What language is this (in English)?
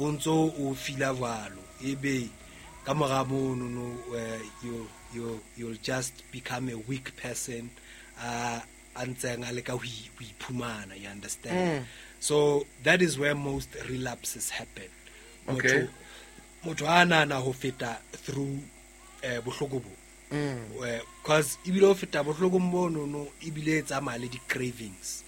Southern Sotho